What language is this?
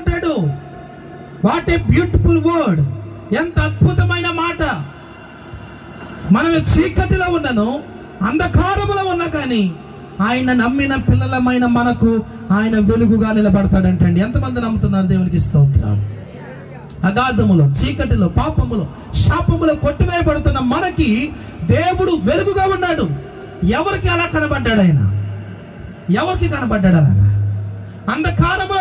Telugu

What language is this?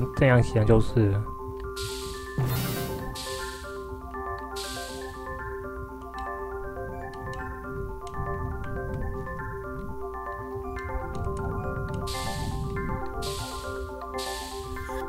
Chinese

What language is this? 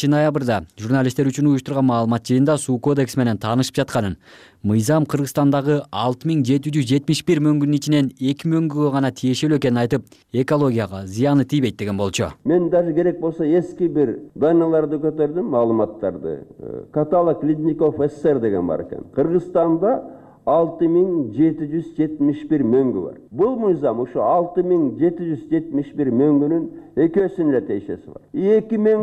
Kyrgyz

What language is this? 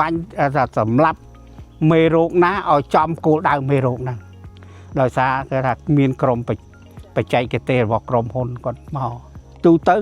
Khmer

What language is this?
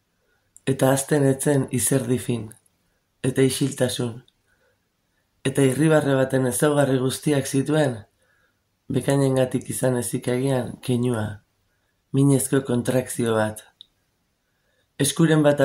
Basque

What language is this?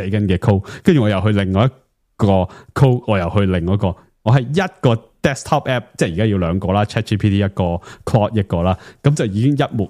Cantonese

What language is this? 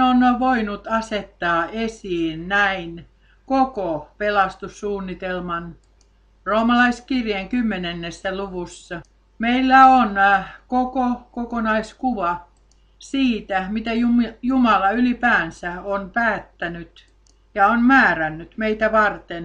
Finnish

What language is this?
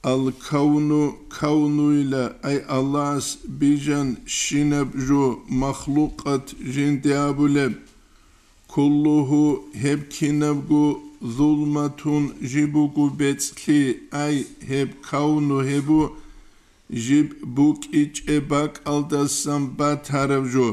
Avaric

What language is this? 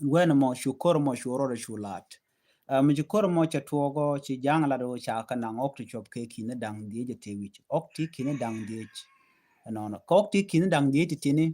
Nuer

